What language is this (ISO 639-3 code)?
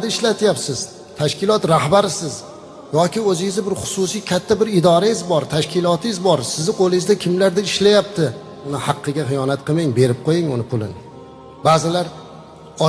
uzb